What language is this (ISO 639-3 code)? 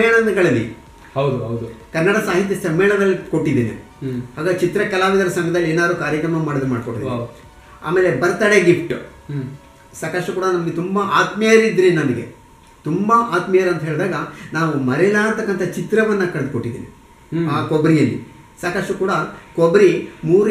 kan